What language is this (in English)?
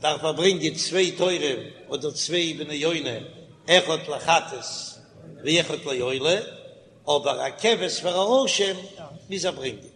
Yiddish